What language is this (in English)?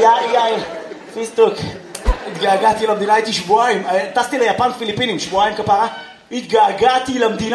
Hebrew